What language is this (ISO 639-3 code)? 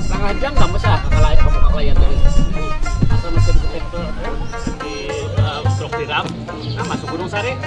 bjn